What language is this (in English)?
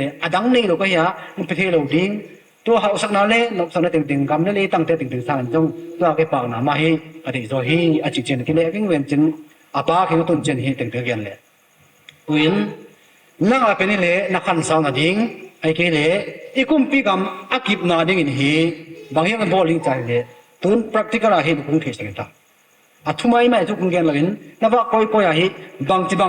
Tedim Chin